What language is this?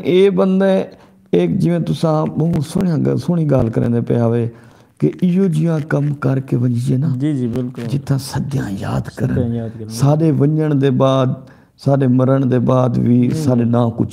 Saraiki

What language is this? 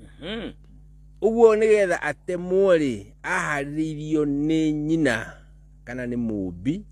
Kikuyu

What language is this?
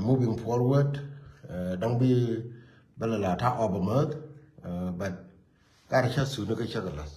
Nuer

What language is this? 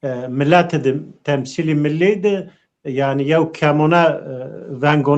Zaza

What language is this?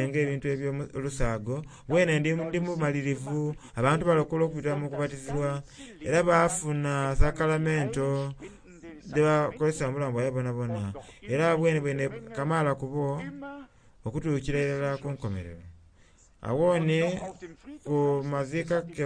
Soga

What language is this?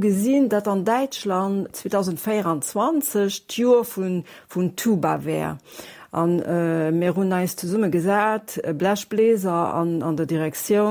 Luxembourgish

